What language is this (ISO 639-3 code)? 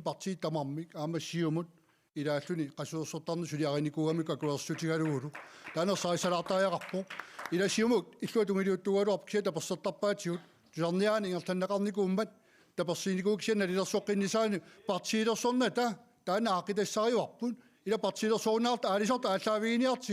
kal